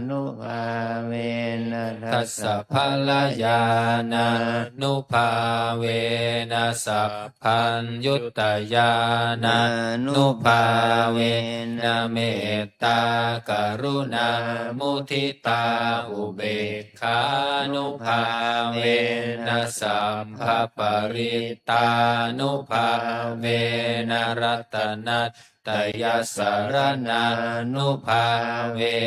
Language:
Pali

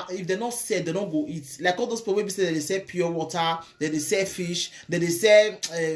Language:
Nigerian Pidgin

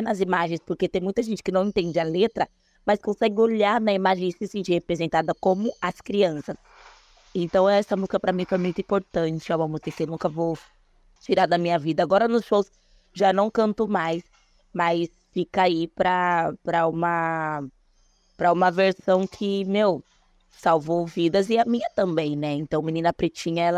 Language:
Portuguese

